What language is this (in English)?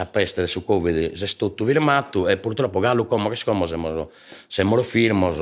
Sardinian